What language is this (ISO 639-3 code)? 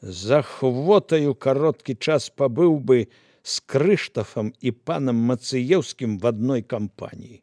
bel